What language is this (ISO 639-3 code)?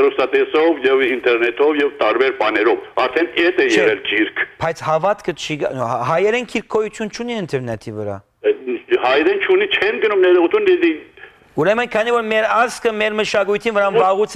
hyw